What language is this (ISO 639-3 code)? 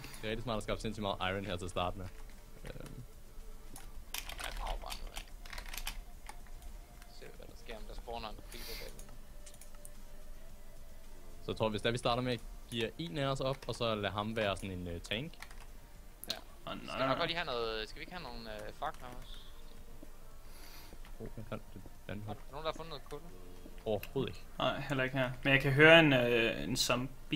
dan